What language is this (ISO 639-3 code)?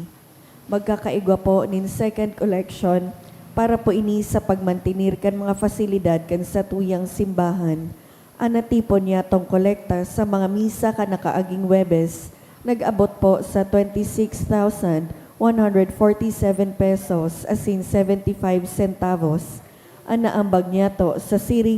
bik